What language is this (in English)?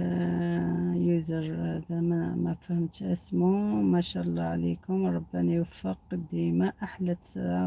Algerian Arabic